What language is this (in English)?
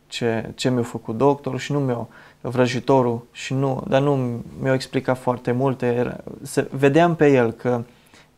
Romanian